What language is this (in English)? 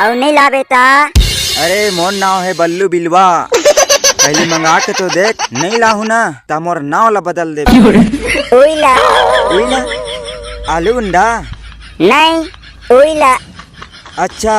Chhattisgarhi